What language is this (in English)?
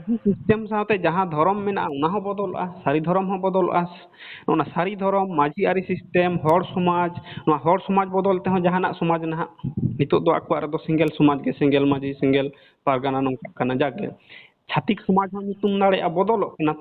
Santali